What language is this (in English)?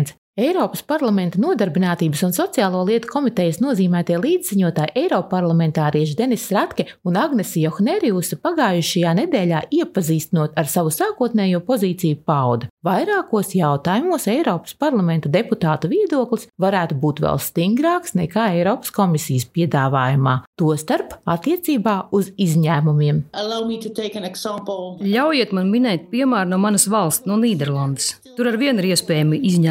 Latvian